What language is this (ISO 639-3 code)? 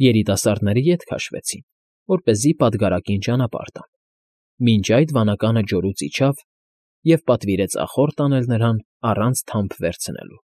hye